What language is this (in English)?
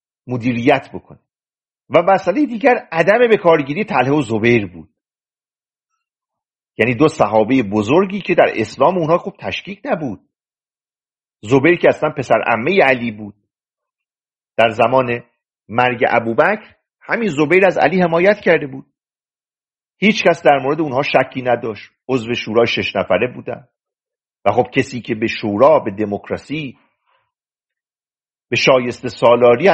Persian